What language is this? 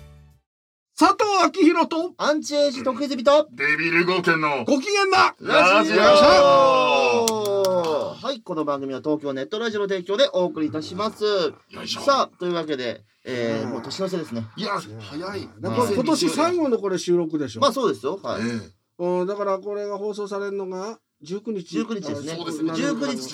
Japanese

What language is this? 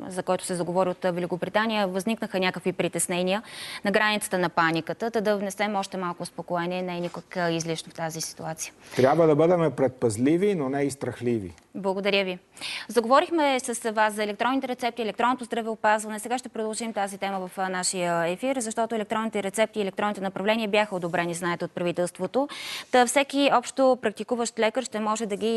Bulgarian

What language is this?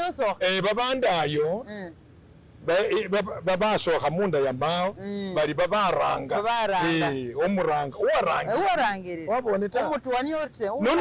Masaaba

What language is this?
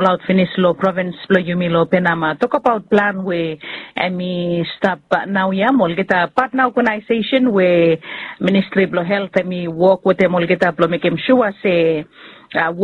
Bislama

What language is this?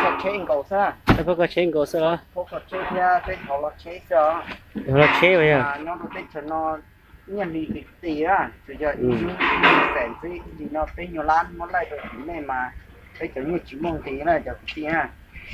Hmong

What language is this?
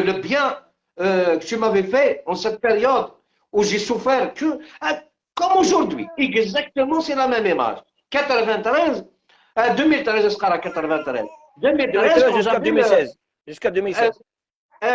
Algerian Arabic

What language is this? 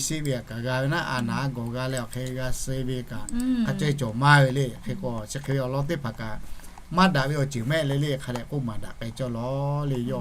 Lahu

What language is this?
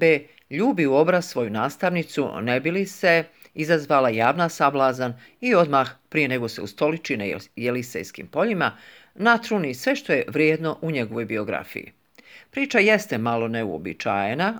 Croatian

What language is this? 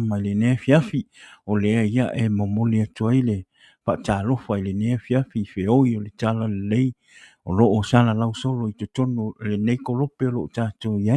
Samoan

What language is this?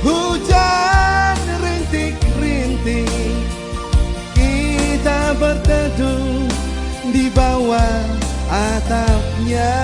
Tetum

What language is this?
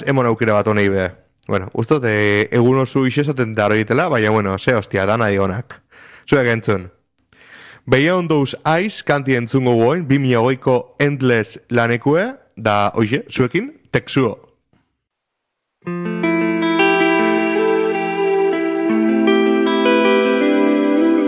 Basque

